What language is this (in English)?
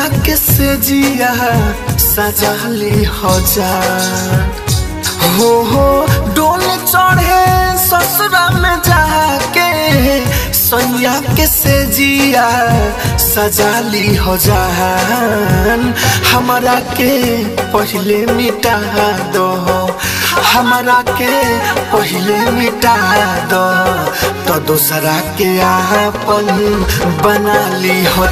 Bhojpuri